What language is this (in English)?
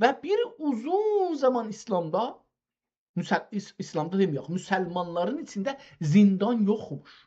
South Azerbaijani